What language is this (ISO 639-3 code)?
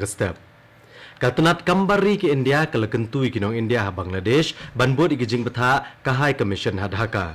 kha